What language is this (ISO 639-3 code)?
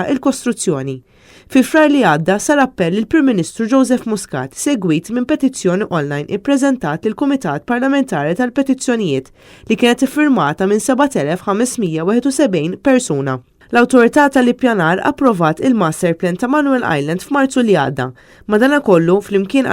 mlt